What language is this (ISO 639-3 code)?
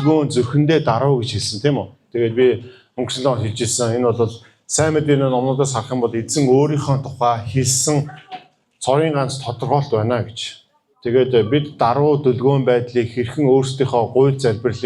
mon